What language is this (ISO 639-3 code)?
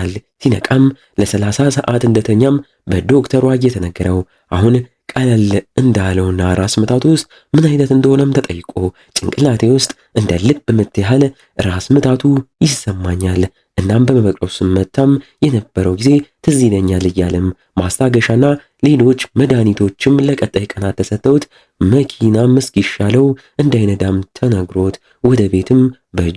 amh